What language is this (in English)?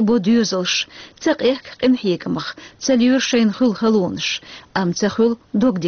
Chechen